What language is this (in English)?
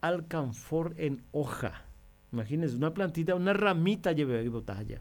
Guarani